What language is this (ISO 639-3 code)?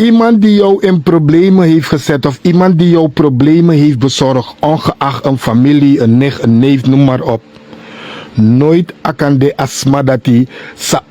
srn